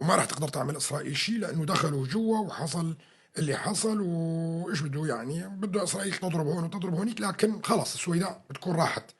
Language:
North Levantine Arabic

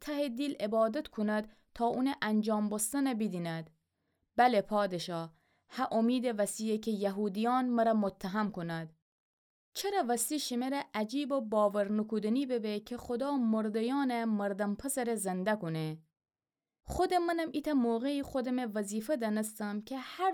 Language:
Gilaki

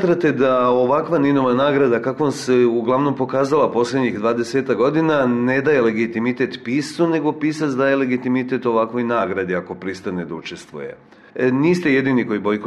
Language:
Serbian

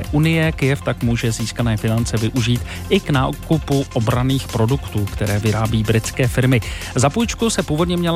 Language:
Czech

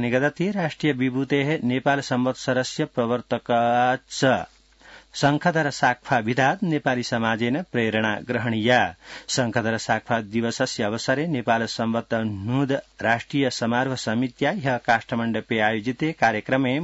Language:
Sanskrit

